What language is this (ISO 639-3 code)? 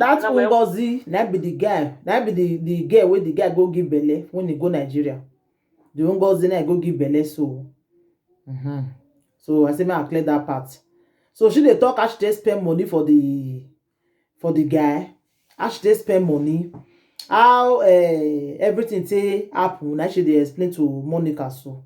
pcm